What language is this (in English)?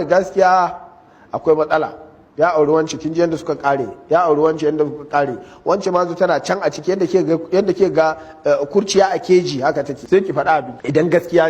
Hausa